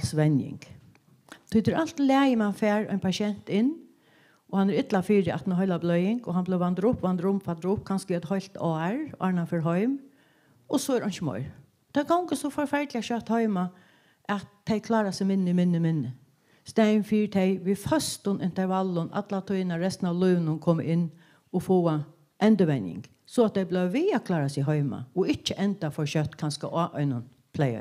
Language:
Faroese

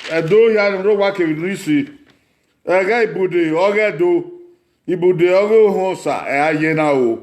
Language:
Bini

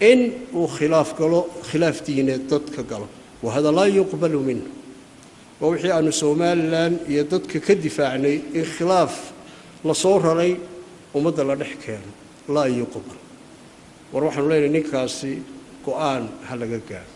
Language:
Somali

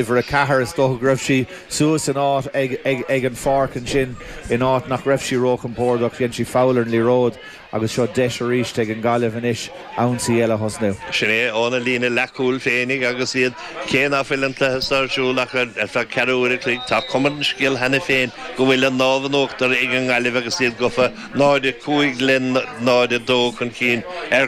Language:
Irish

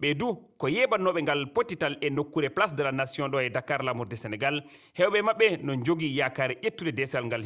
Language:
Fula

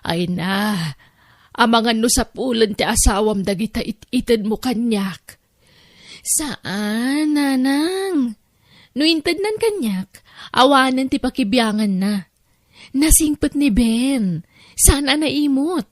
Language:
Iloko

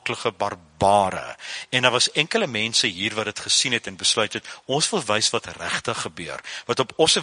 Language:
Afrikaans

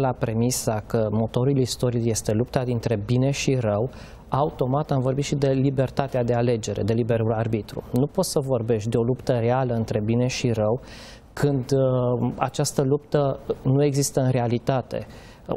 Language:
Romanian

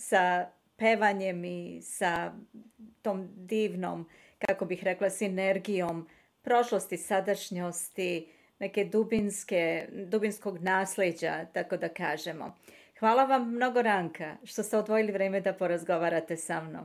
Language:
Serbian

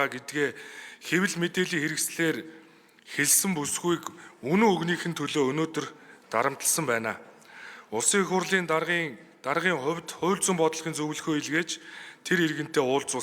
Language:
Mongolian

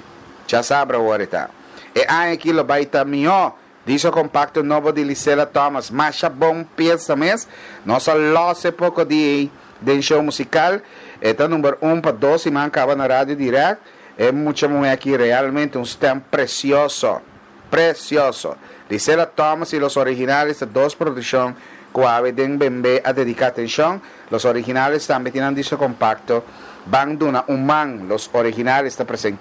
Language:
Papiamento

